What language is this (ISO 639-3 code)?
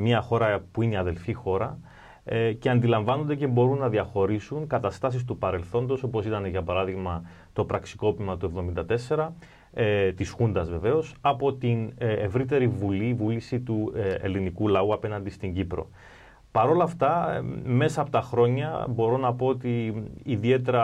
ell